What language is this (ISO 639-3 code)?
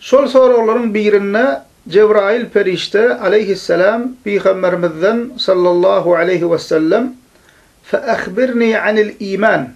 tuk